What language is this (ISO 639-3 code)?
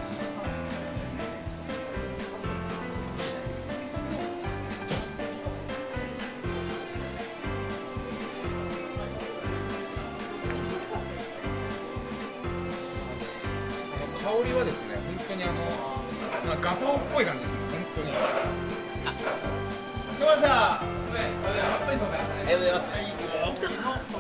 jpn